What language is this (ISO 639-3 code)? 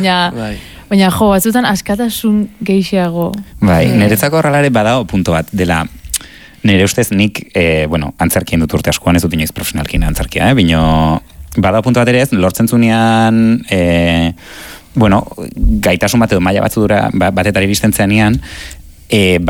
eus